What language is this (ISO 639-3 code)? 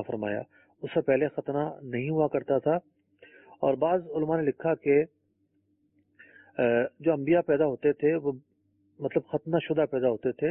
urd